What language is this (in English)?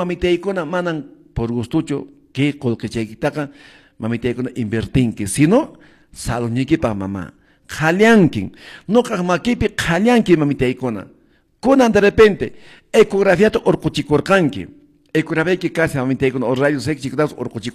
Quechua